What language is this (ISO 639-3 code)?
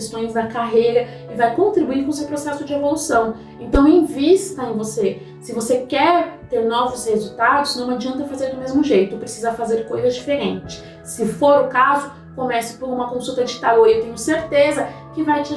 por